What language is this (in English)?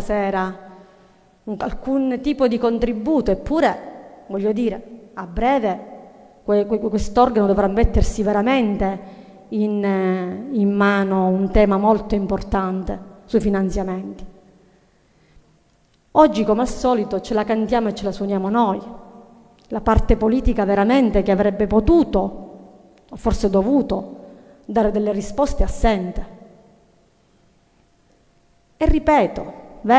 Italian